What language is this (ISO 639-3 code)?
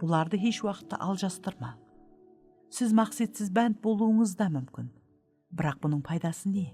kaa